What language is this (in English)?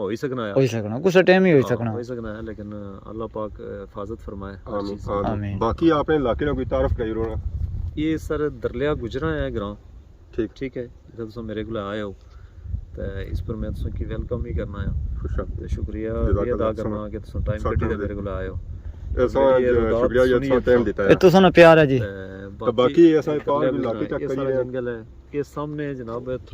Pahari-Potwari